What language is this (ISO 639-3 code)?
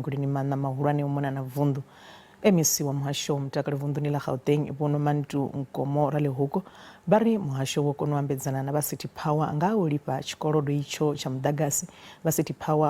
ven